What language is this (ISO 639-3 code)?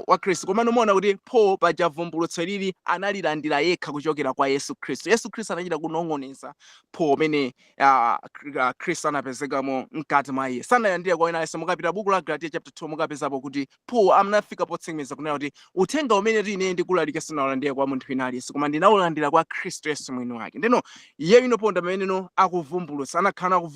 nya